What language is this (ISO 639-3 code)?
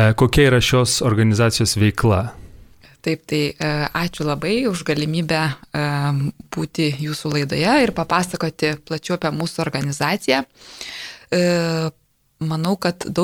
lit